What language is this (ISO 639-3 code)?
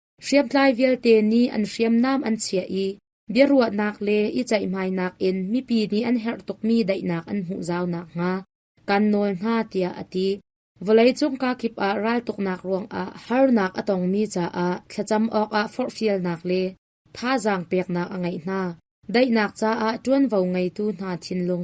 cnh